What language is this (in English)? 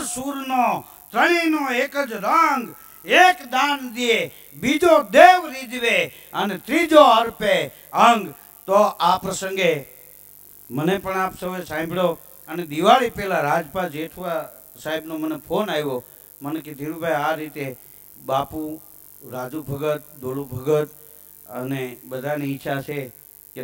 Gujarati